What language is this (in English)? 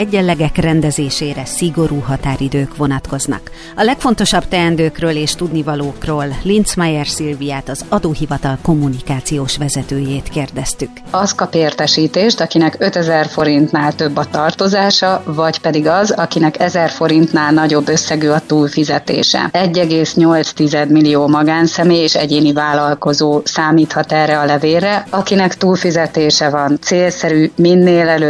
Hungarian